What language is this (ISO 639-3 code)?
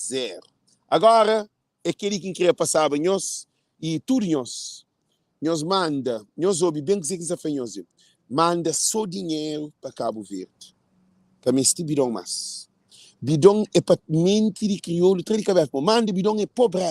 kea